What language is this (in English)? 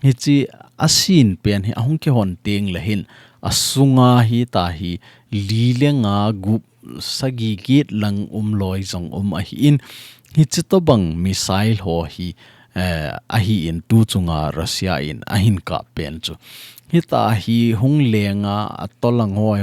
Thado Chin